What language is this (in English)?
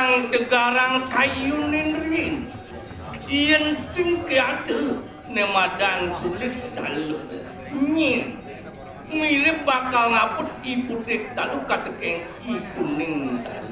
Balinese